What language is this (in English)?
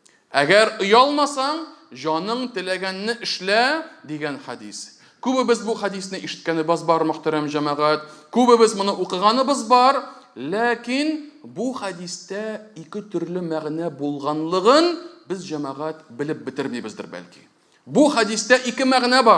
Tatar